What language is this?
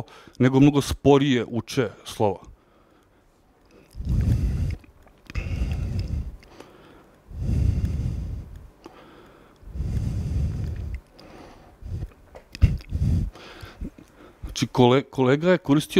Serbian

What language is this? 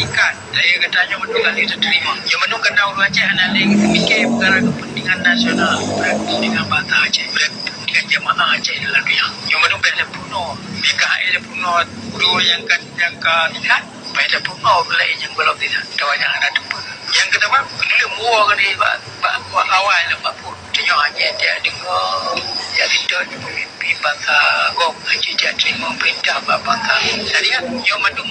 Achinese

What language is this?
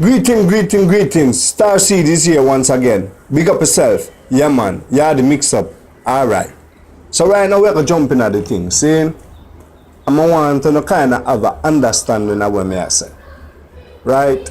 Jamaican Creole English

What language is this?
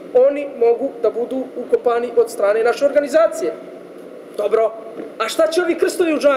Bosnian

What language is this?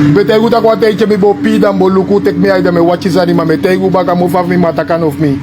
Sranan Tongo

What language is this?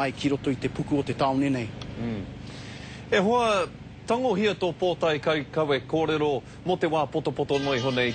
Māori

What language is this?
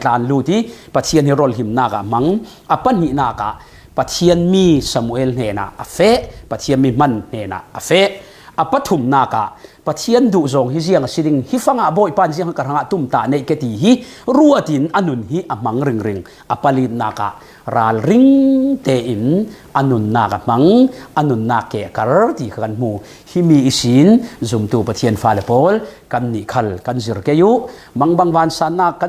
Falam Chin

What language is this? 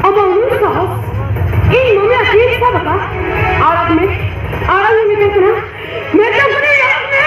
Santali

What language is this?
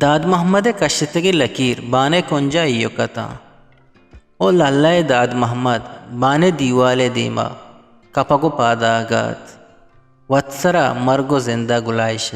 Eastern Balochi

